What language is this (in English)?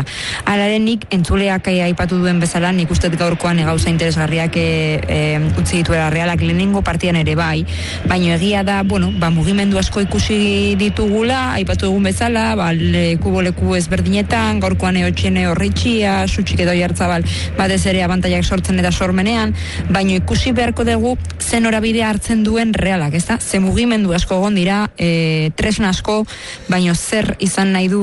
Basque